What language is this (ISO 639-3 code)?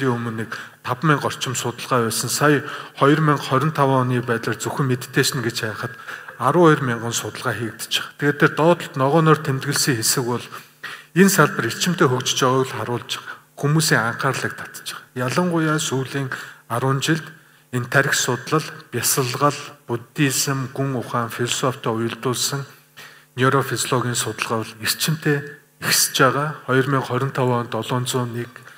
mon